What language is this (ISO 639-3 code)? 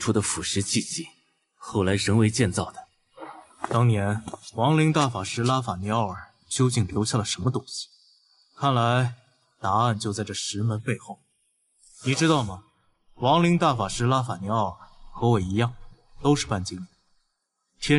zho